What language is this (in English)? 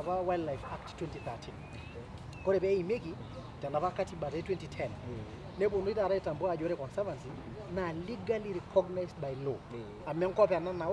Masai